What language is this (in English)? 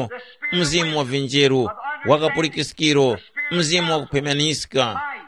Tumbuka